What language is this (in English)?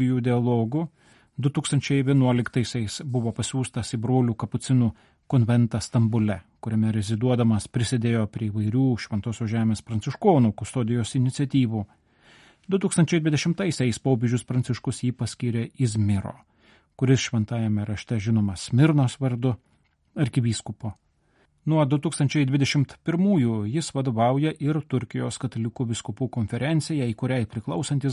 Lithuanian